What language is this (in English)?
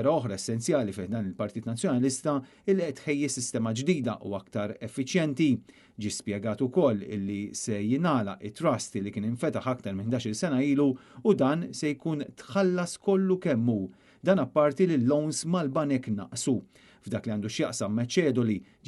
Maltese